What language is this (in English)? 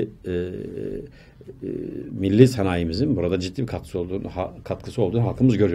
Turkish